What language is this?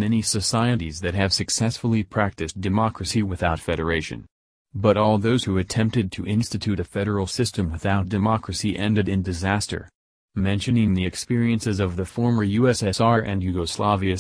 English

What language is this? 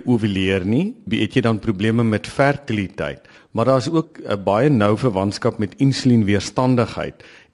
Afrikaans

